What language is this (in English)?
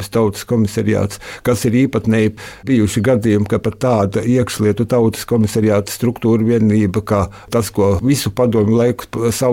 Latvian